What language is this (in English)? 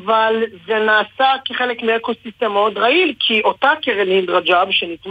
Hebrew